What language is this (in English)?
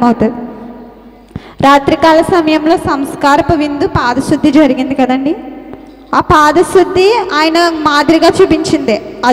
Telugu